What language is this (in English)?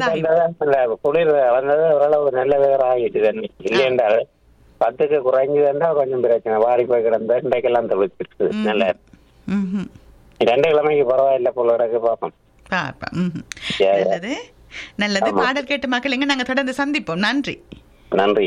Tamil